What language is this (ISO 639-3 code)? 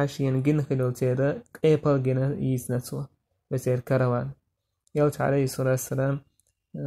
che